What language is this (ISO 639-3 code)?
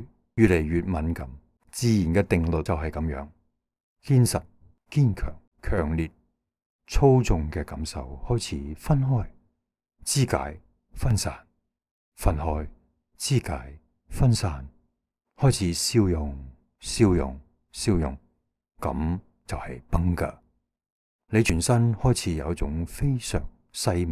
yue